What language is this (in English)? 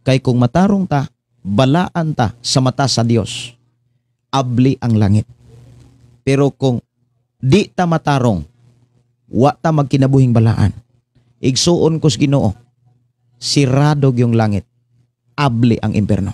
Cebuano